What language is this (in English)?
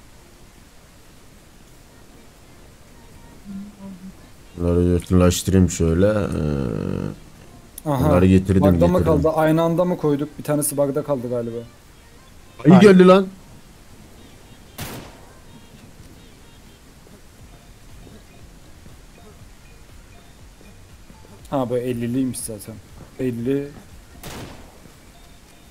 Turkish